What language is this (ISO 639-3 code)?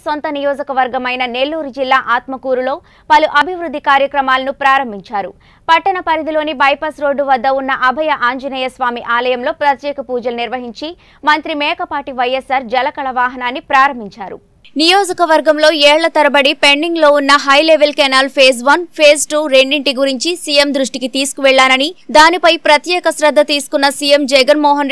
tel